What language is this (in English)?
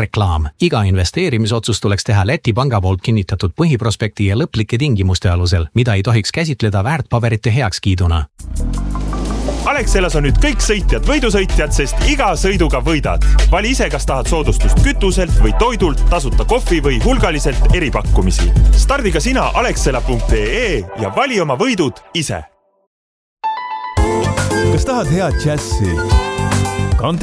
Estonian